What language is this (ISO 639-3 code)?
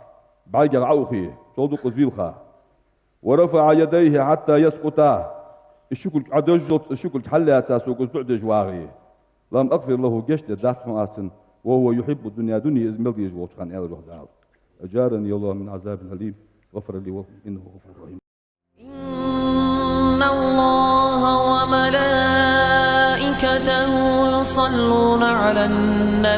inh